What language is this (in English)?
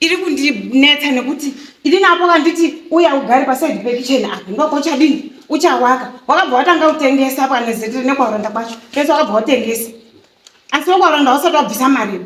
Shona